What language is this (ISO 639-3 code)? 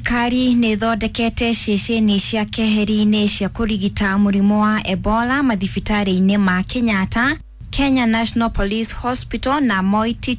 kik